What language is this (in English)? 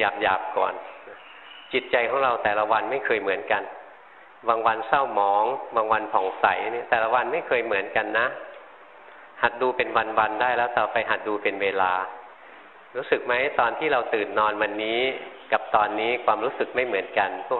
Thai